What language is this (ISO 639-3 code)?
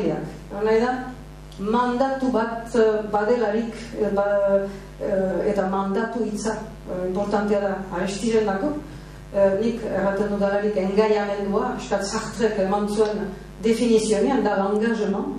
eus